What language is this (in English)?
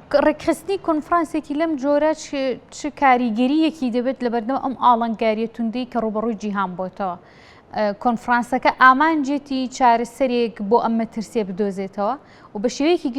Central Kurdish